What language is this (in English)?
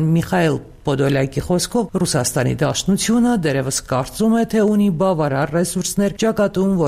Armenian